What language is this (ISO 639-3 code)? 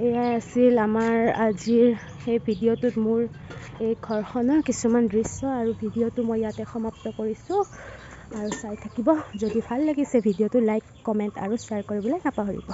asm